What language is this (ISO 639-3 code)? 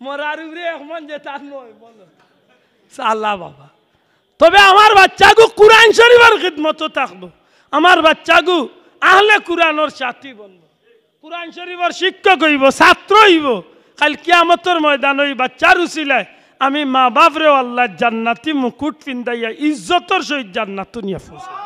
syl